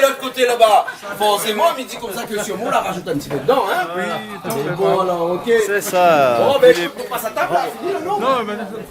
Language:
Réunion Creole French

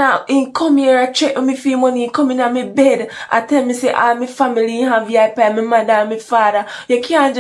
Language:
Jamaican Creole English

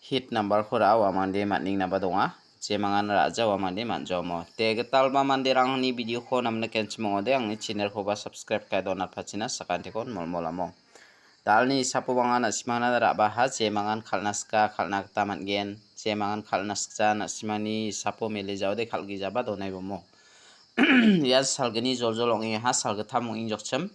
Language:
Garo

